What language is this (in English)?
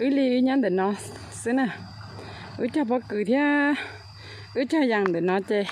Hmong